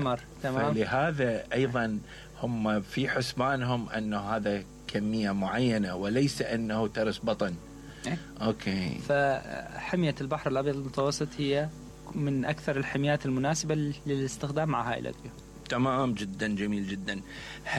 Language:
Mesopotamian Arabic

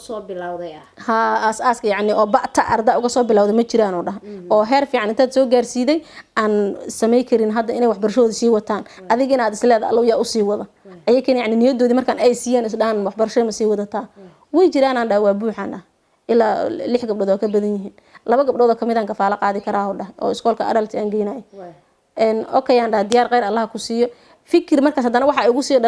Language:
Somali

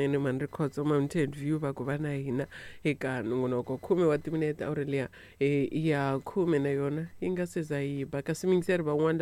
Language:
Tsonga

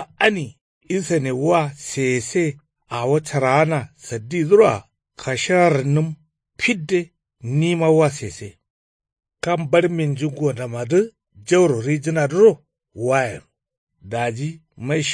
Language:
Kanuri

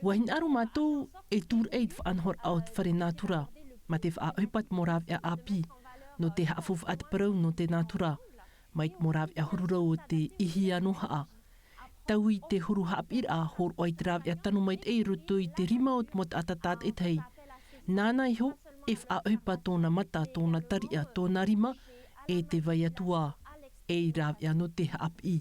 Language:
Tahitian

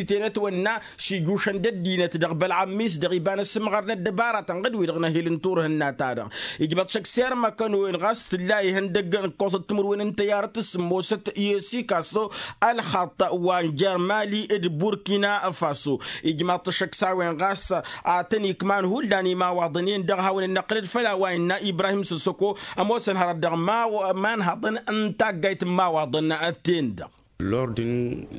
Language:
Tamasheq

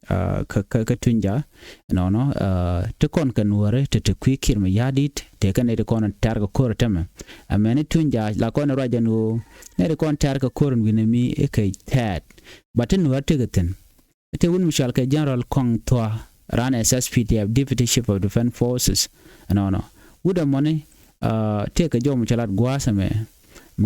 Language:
Nuer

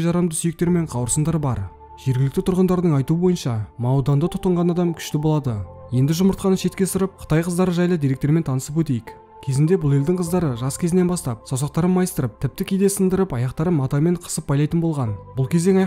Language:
Kazakh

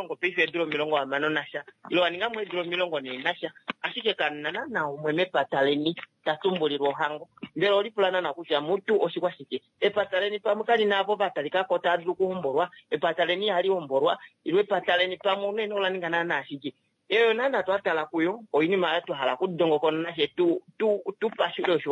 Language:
Kuanyama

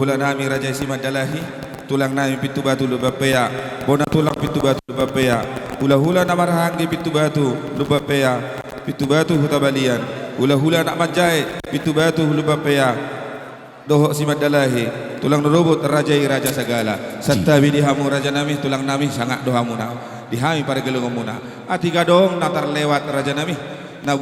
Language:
Batak Toba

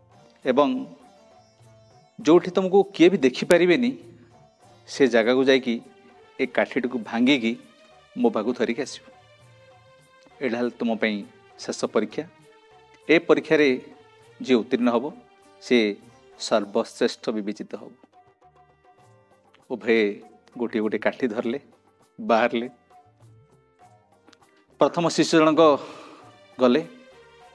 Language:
Odia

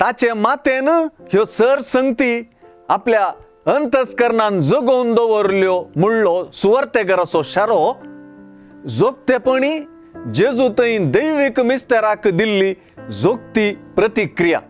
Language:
Konkani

